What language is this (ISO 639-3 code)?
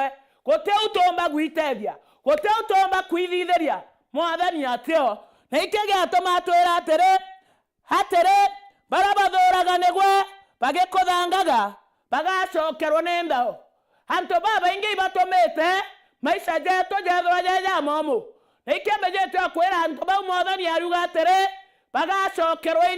mer